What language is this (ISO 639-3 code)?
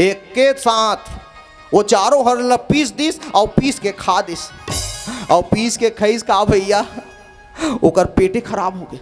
hne